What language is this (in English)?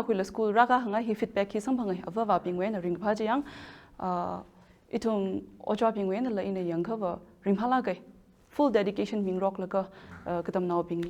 Tangkhul Naga (India)